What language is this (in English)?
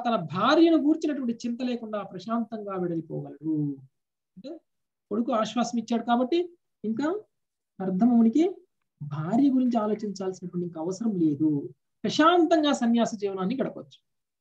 Telugu